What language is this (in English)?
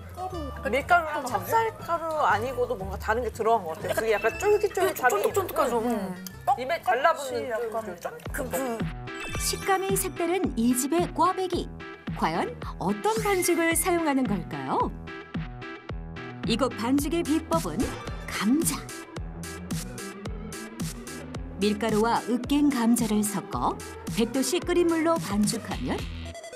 Korean